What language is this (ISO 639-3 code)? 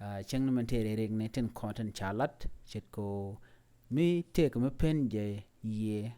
nus